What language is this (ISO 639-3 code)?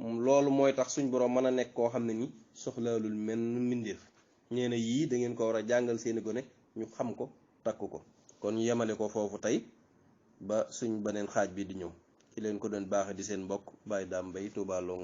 wol